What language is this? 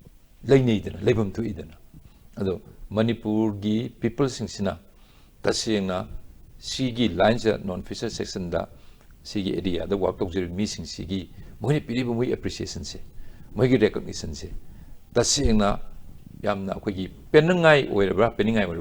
Manipuri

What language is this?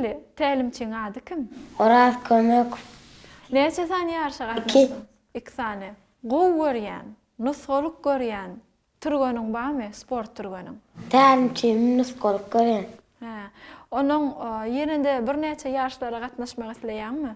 Turkmen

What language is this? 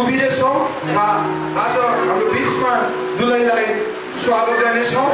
Nepali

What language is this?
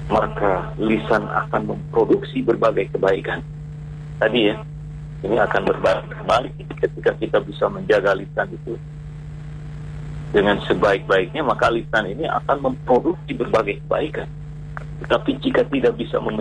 Indonesian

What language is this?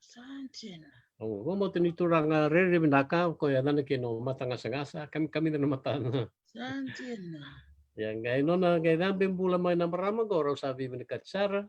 Fijian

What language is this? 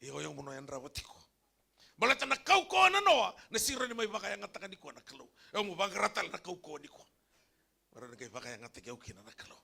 Fijian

